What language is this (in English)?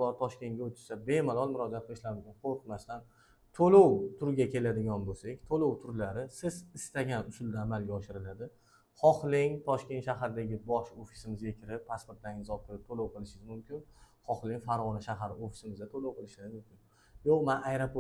Uzbek